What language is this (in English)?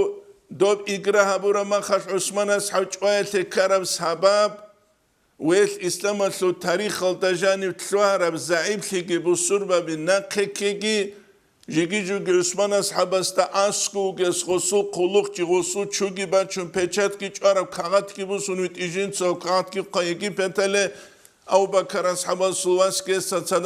Avaric